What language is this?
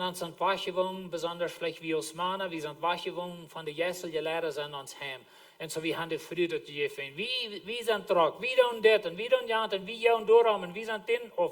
Plautdietsch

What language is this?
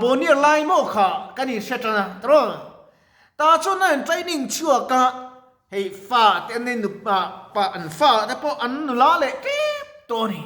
Mizo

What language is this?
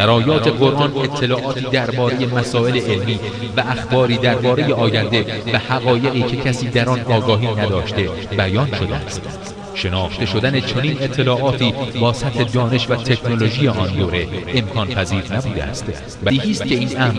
Persian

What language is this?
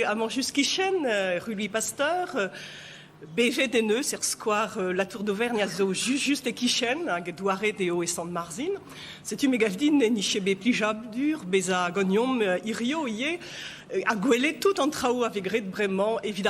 Breton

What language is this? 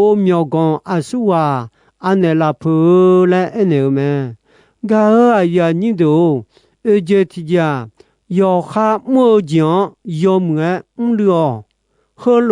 Akha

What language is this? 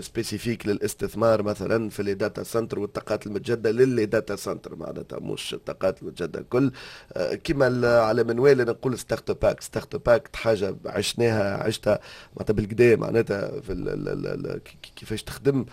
Tunisian Arabic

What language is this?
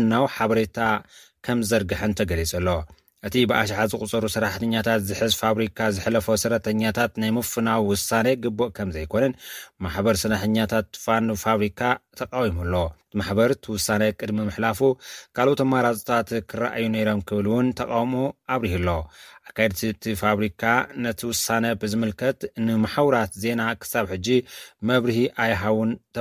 Tigrinya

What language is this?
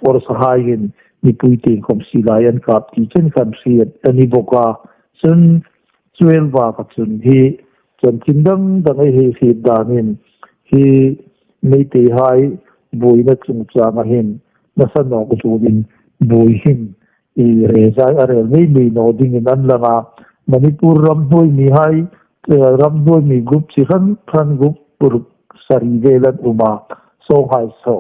Hmar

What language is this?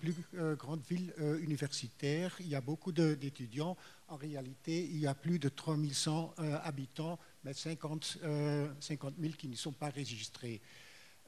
French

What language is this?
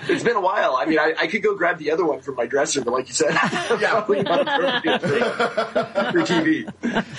English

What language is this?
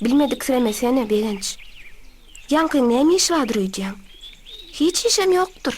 Turkmen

